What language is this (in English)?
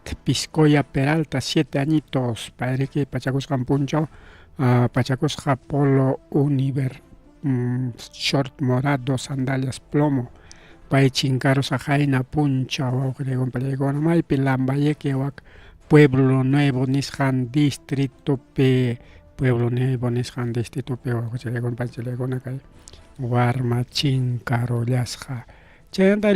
Ayacucho Quechua